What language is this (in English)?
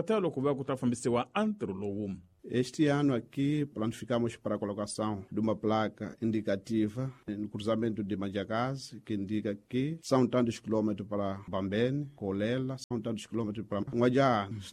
Tsonga